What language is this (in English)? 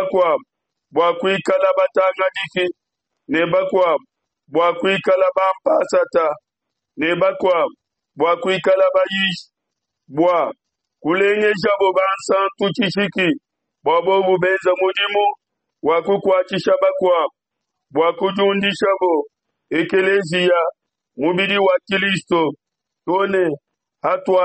Luba-Lulua